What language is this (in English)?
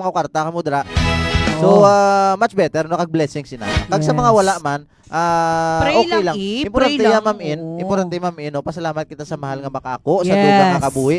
Hiligaynon